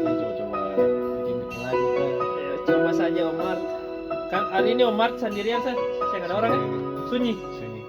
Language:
Ambonese Malay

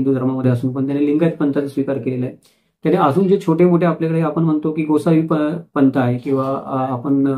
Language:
Marathi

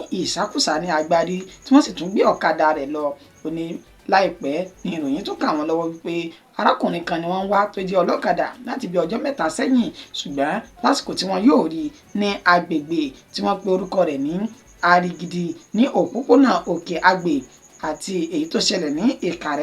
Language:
Yoruba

